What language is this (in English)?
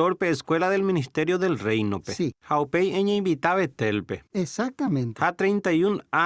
Guarani